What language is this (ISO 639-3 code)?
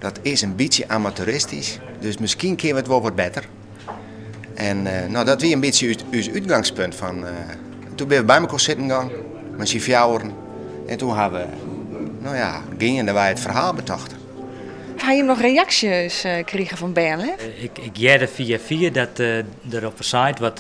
fry